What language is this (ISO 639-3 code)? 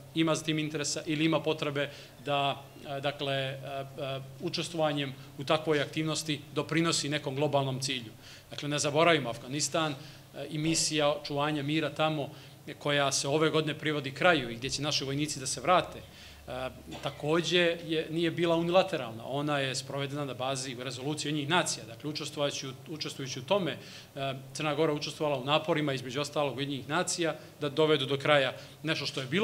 srp